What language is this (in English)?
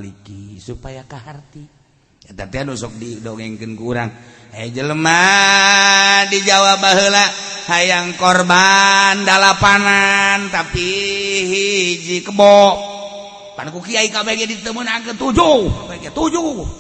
Sundanese